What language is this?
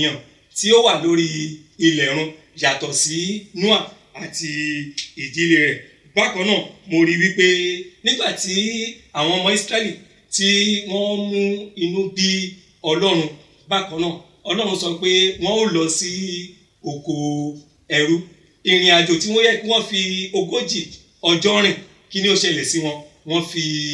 Yoruba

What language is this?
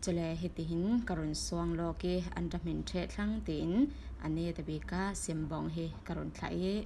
Falam Chin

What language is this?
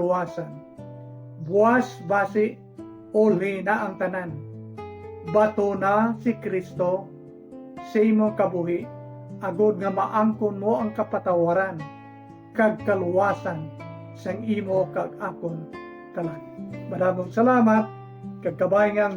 Hiligaynon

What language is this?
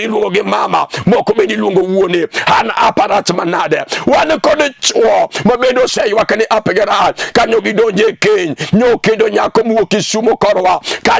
Luo (Kenya and Tanzania)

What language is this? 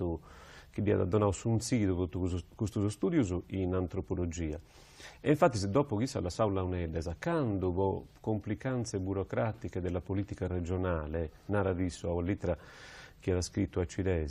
Sardinian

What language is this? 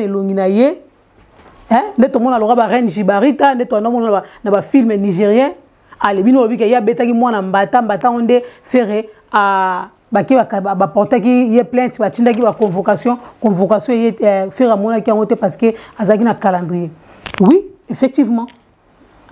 Lingala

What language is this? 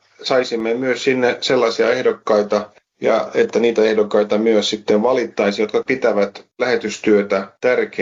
Finnish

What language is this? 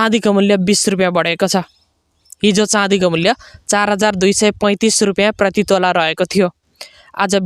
Nepali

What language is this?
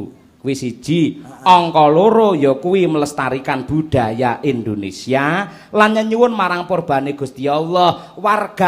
Javanese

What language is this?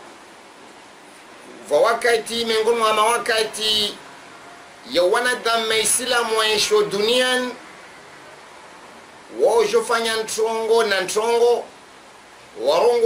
Swahili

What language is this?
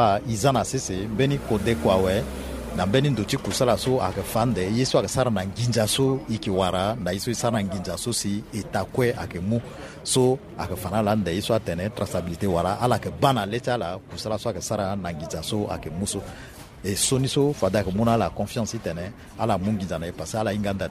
Sango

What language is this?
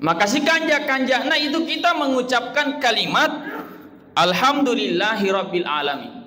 Buginese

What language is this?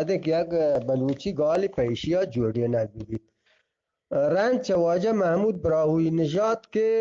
Eastern Balochi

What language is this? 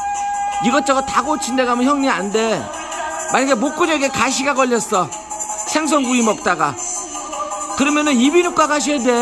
Korean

